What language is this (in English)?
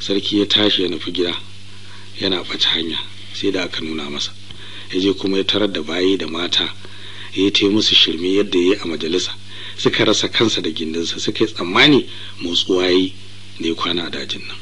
Hausa